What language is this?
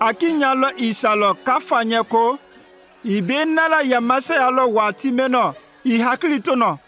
Konyanka Maninka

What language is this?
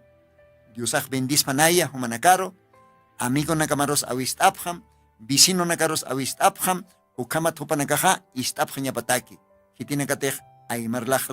Aymara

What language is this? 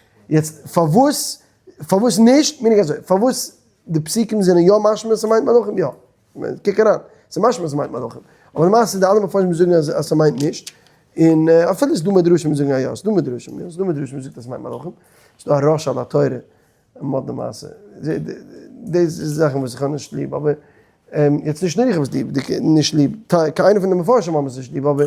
Yiddish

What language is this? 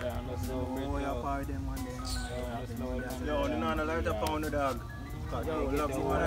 Jamaican Creole English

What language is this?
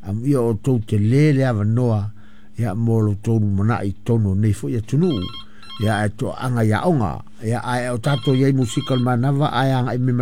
Samoan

